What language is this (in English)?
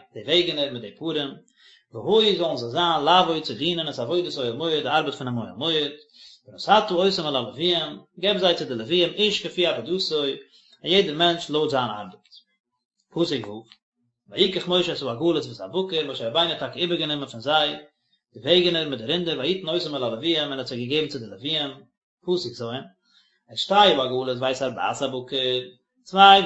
Yiddish